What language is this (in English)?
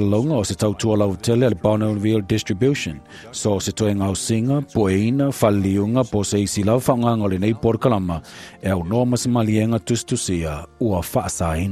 Samoan